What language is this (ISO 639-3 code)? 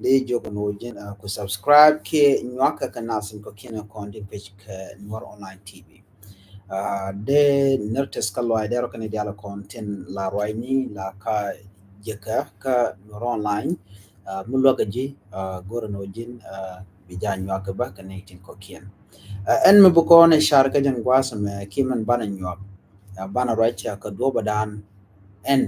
nus